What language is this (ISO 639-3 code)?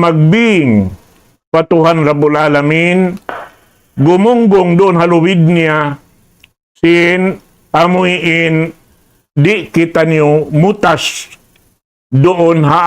tsg